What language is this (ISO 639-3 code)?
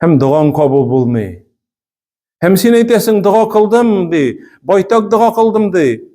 tat